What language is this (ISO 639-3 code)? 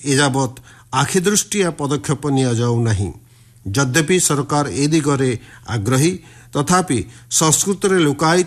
ori